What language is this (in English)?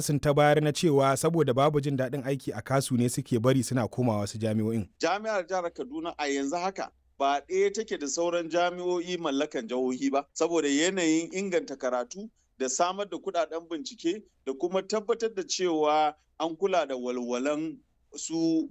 Hausa